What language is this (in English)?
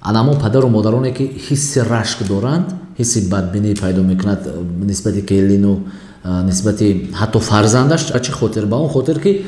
Tajik